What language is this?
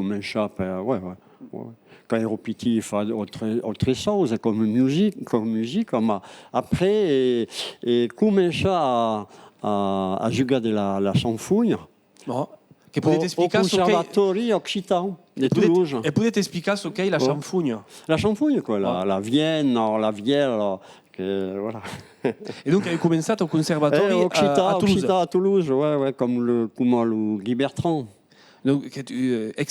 Occitan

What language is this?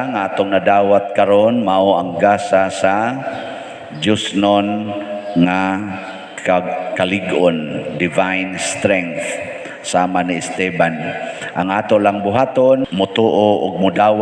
Cebuano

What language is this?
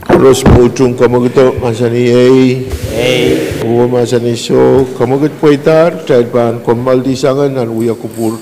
Pohnpeian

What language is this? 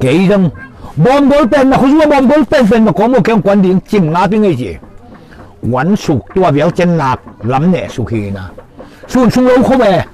Tedim Chin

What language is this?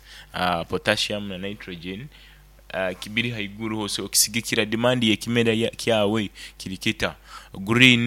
Nyoro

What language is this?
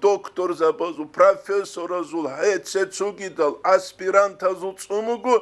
Avaric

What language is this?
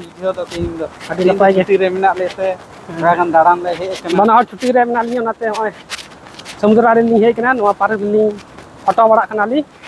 Santali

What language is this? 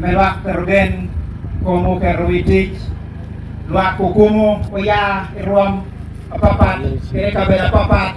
Acoli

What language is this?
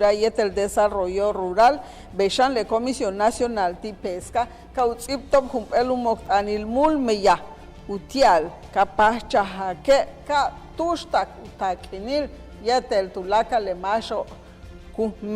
Yucateco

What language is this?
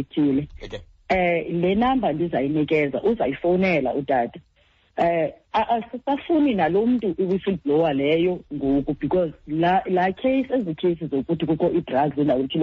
Xhosa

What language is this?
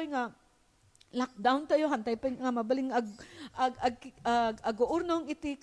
Iloko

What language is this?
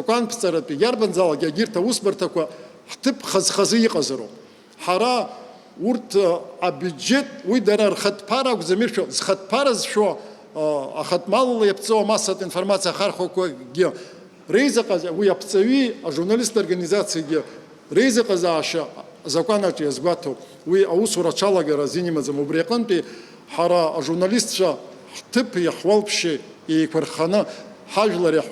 Abkhazian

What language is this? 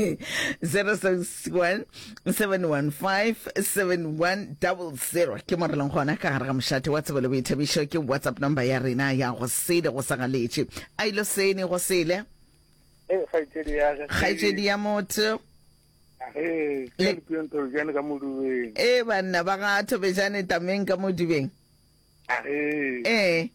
Northern Sotho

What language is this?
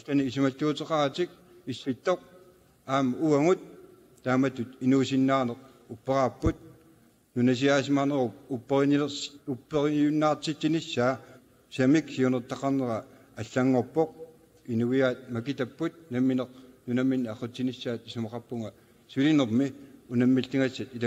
Kalaallisut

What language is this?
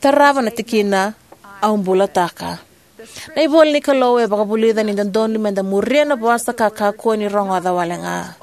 Fijian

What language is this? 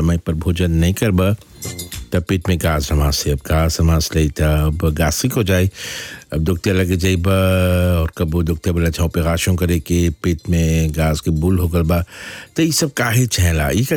Bhojpuri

